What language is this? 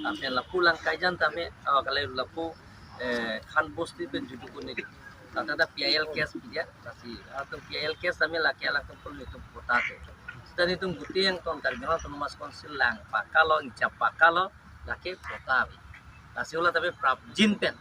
Karbi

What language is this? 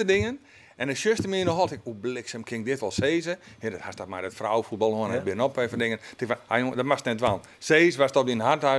Western Frisian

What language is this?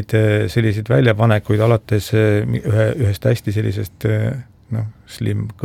Estonian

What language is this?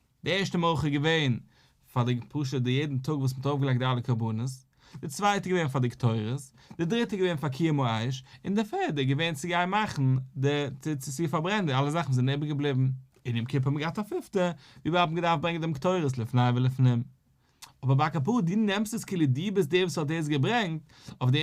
Yiddish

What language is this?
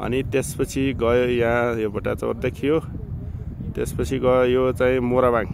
Nepali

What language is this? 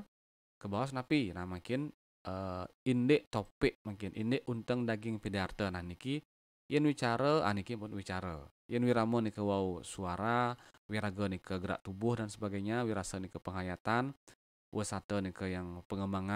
Balinese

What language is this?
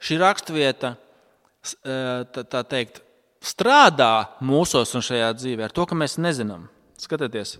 Latvian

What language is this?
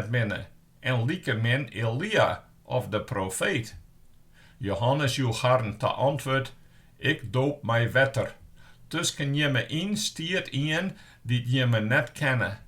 Western Frisian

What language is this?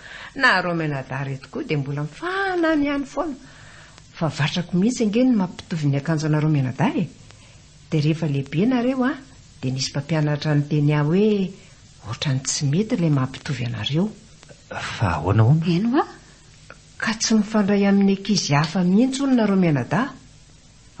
Malagasy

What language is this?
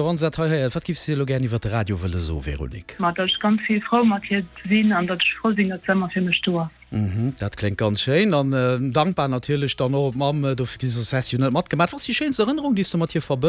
Luxembourgish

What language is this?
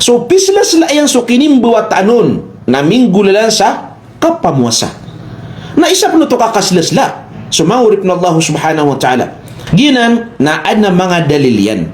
Maranao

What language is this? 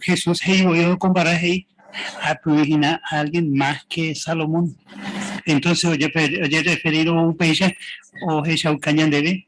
Guarani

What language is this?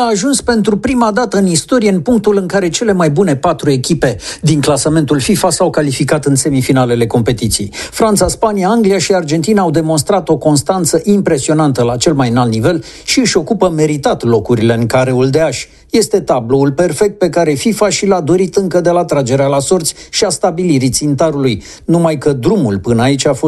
Romanian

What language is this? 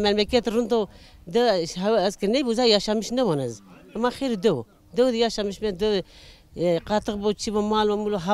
Zaza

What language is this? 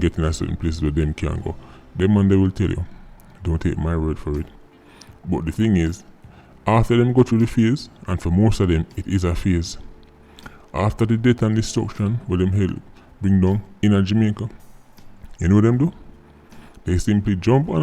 Jamaican Creole English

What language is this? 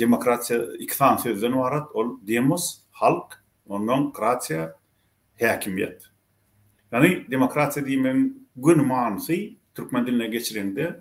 Turkmen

